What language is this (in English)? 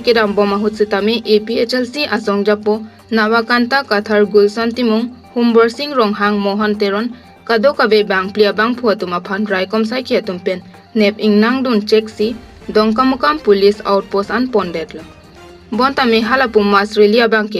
Karbi